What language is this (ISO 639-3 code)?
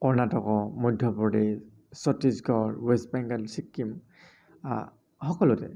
asm